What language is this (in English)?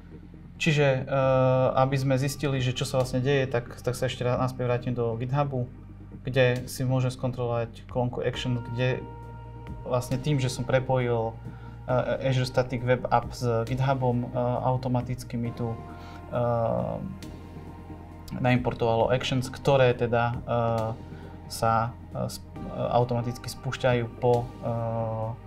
Slovak